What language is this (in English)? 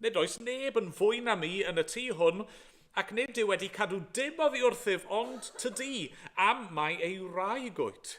Welsh